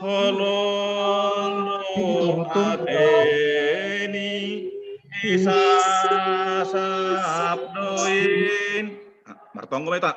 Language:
Batak Simalungun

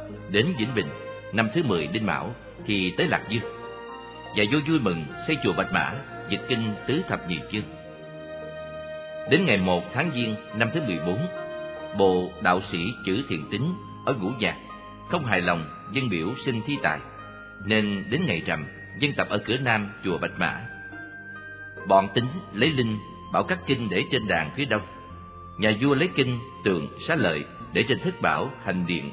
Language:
Vietnamese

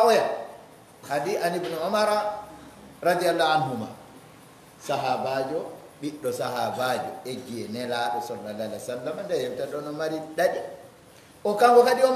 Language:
Pular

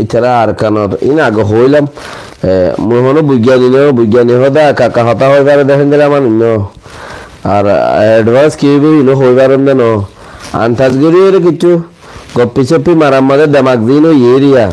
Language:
Rohingya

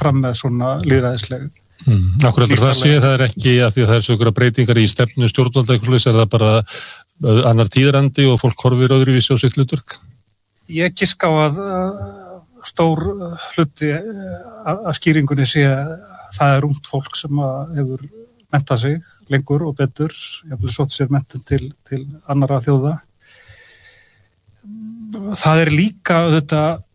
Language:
Icelandic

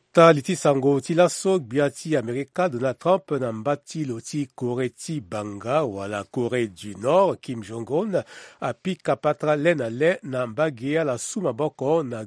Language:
Sango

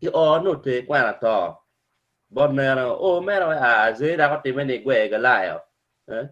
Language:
Acoli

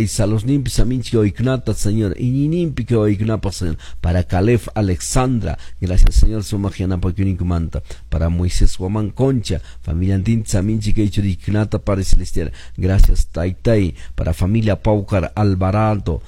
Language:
Quechua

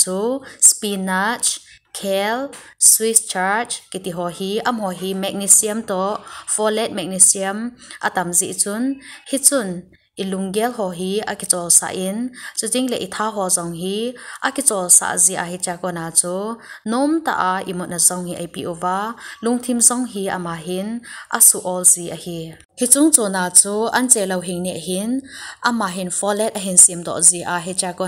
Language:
Thado Chin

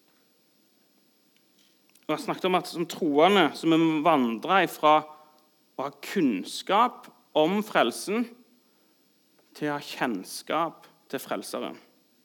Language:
Norwegian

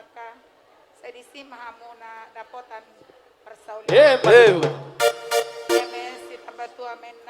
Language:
Batak Toba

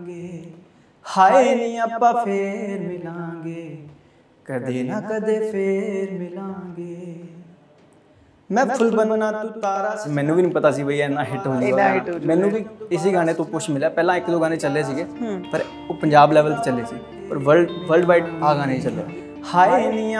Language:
Punjabi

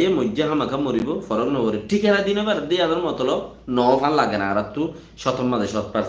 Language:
Rohingya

